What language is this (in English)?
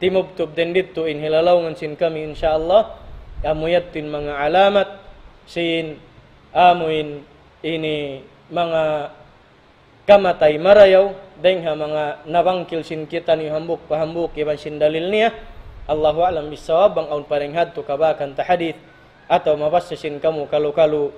Tausug